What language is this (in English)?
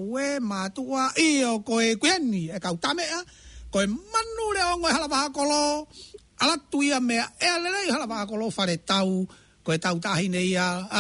Tongan